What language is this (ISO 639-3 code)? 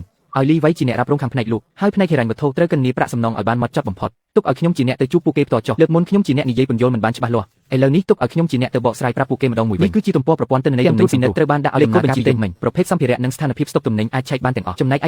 khm